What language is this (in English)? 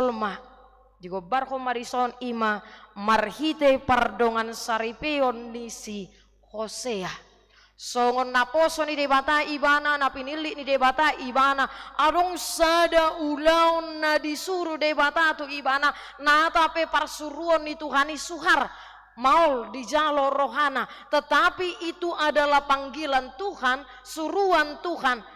Batak Toba